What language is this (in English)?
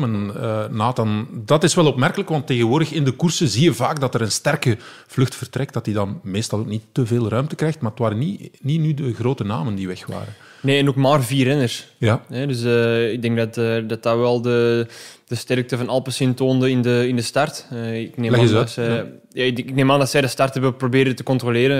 Dutch